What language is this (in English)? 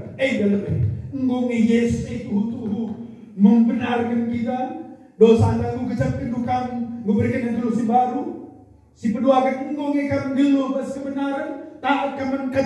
Batak Karo